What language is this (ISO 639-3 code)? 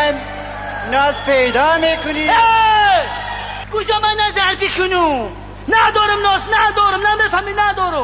tgk